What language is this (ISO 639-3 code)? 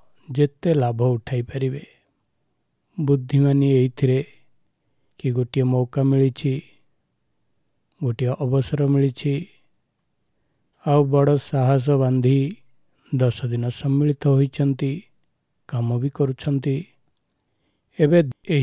ori